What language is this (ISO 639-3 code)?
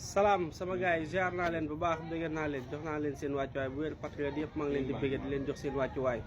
wol